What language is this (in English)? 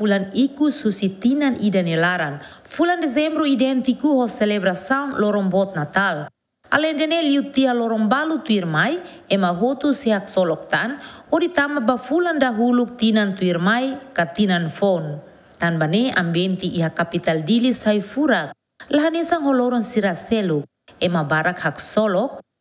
Tetum